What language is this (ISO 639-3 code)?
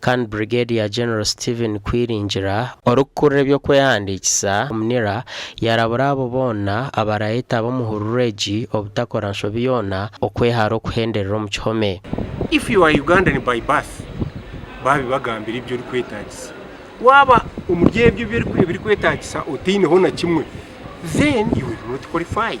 nyn